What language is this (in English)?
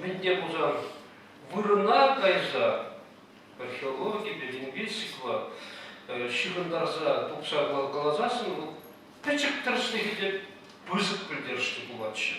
Chuvash